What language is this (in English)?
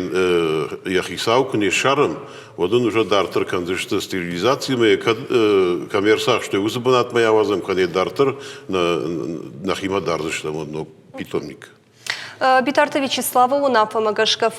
Ossetic